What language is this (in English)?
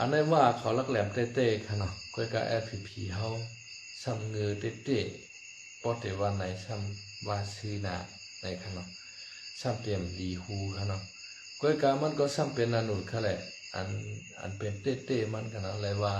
Shan